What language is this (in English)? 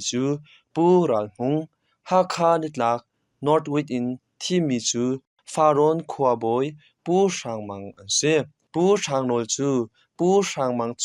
Hakha Chin